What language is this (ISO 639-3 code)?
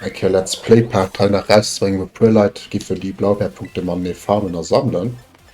ltz